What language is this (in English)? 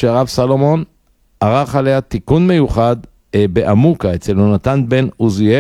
Hebrew